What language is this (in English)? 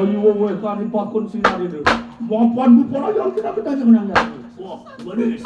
Balinese